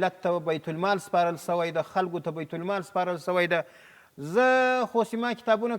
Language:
Pashto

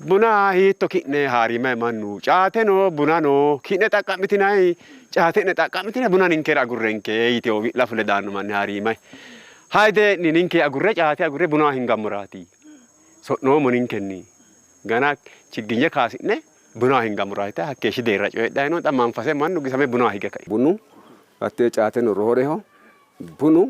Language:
Sidamo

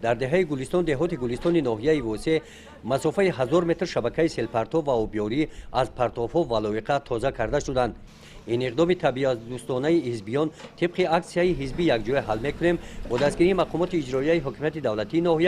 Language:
Tajik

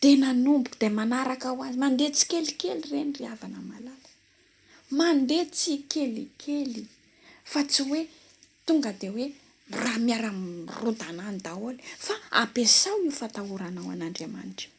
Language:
Malagasy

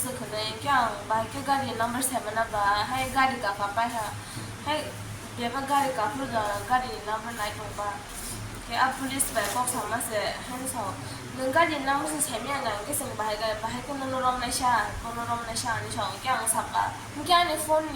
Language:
Kok Borok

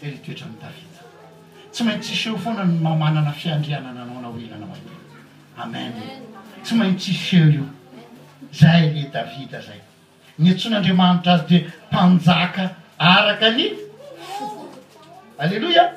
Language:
Malagasy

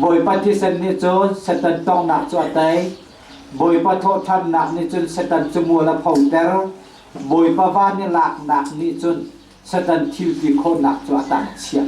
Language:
Hakha Chin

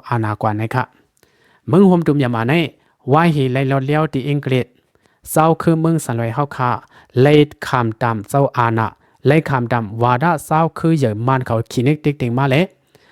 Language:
Shan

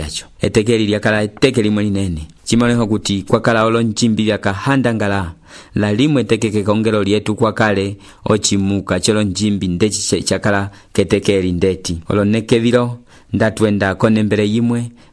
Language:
Umbundu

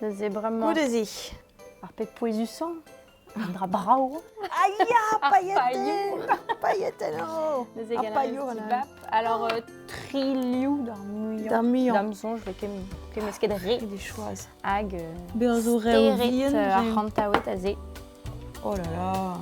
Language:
Breton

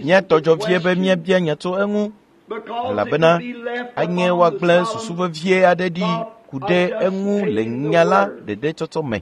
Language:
Ewe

